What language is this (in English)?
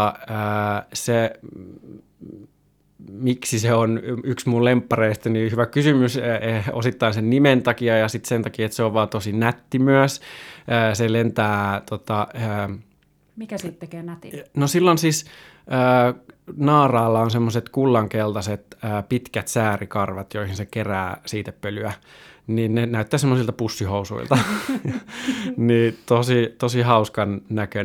Finnish